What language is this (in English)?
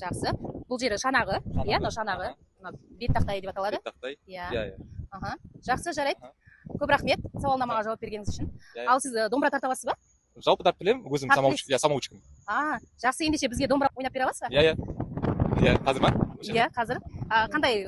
Kazakh